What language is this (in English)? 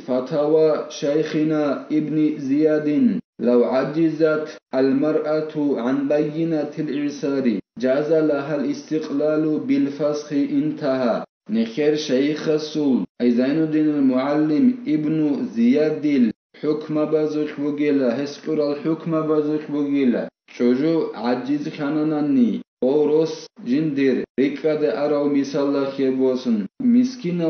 Avaric